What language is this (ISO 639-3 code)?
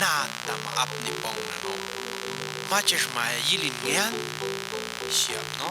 jac